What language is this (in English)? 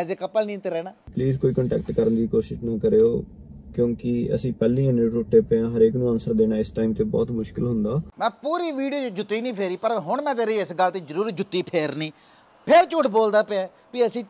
Punjabi